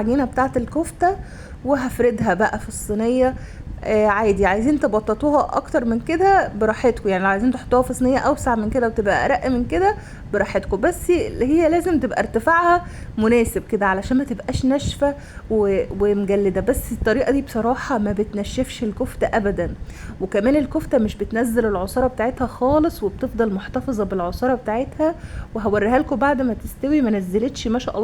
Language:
Egyptian Arabic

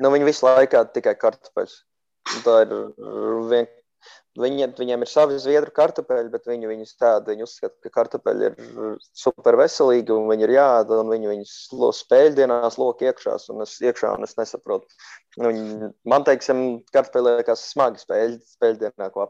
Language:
Latvian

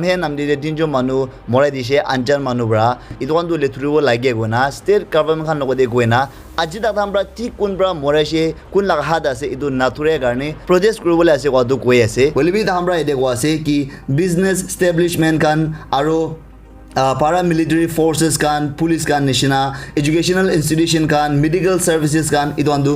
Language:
Naga Pidgin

